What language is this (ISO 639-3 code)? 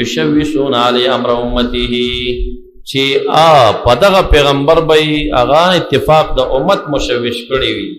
pus